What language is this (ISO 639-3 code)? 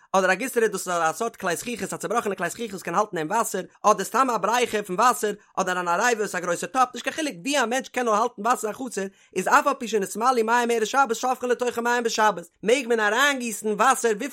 yid